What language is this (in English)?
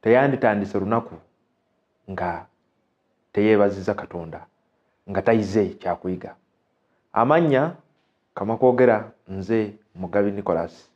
Ganda